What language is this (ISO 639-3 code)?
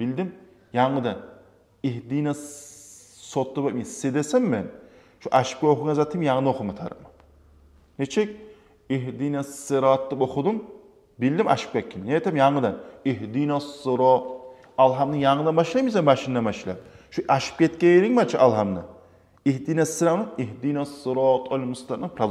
kum